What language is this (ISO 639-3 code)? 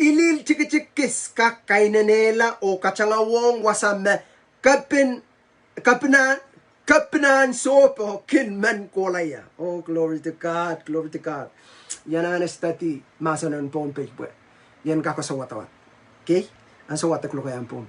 pon